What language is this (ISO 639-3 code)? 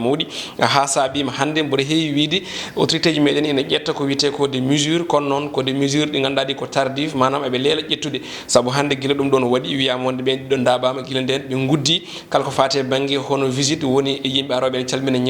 ful